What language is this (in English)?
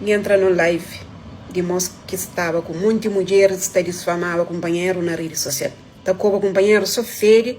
Kabuverdianu